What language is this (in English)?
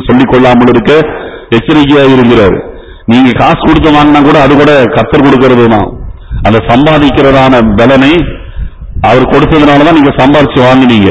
Tamil